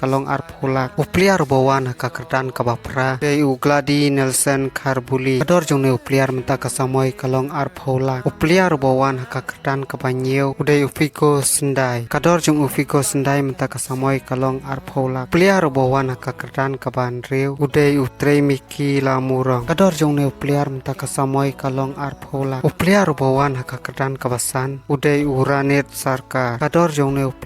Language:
Khasi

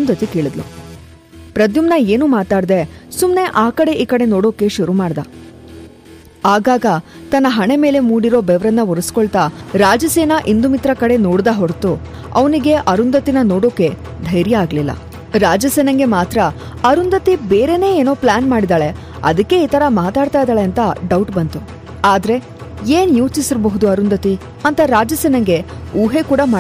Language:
Kannada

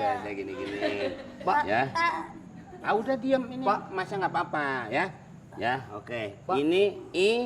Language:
Betawi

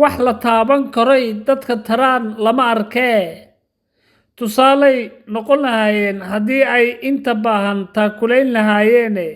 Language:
Somali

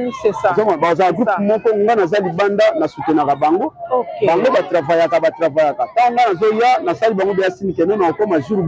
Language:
Lingala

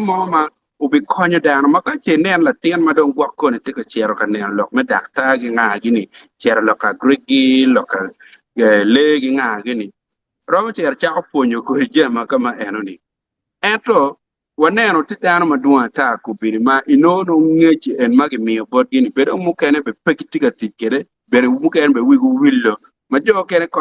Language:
Acoli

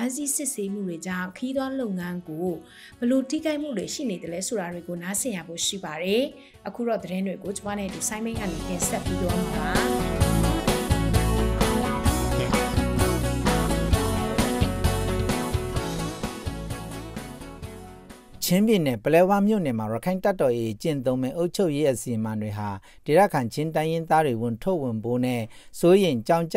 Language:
Burmese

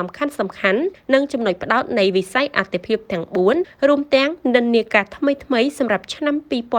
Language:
Khmer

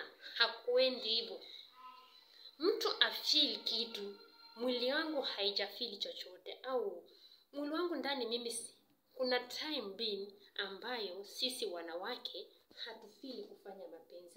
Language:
Swahili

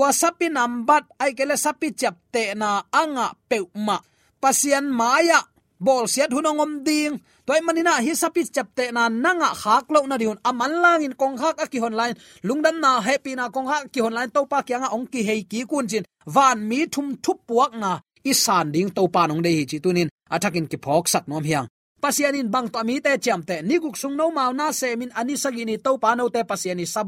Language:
Tedim Chin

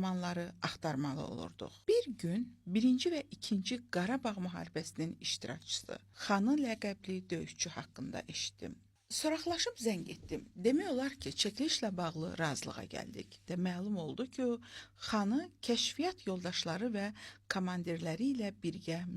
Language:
Azerbaijani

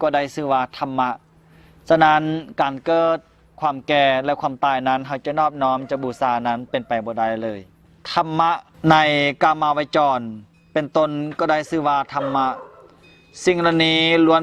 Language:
Lao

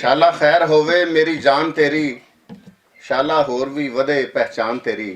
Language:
Western Panjabi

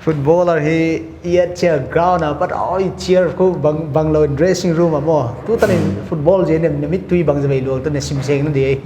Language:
Paite Chin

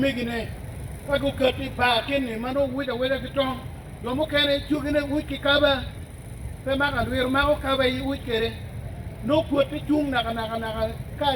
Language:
Acoli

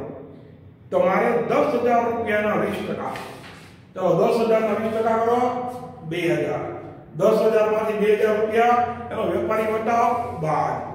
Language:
Gujarati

